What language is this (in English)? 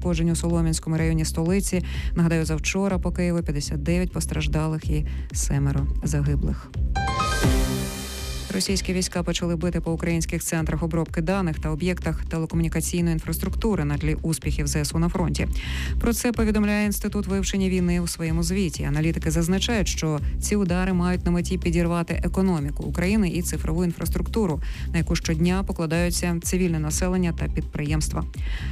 Ukrainian